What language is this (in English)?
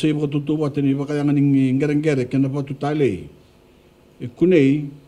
Fijian